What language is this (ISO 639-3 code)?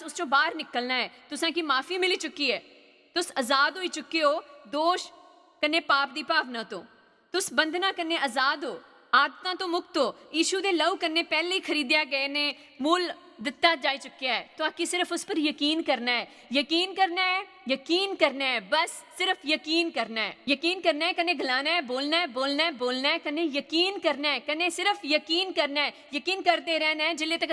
doi